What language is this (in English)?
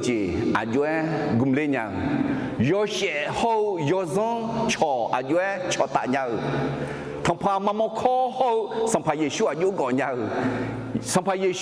Akha